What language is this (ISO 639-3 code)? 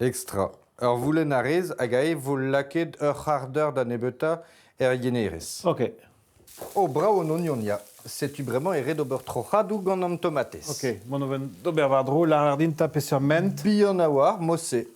bre